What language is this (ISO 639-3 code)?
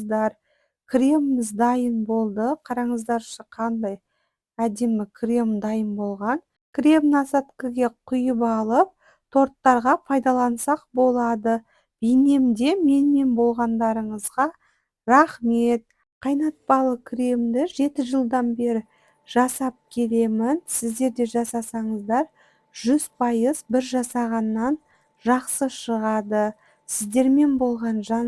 kaz